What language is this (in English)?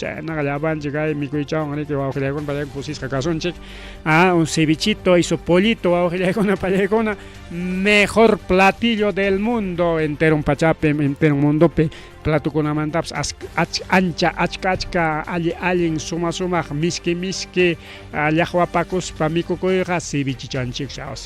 Ayacucho Quechua